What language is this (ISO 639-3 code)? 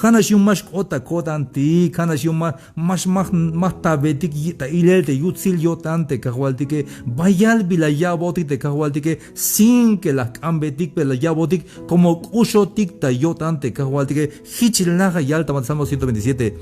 tzh